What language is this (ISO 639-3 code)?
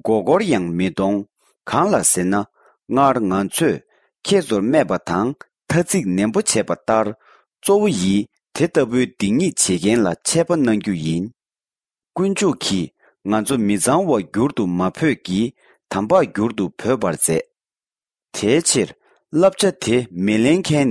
bod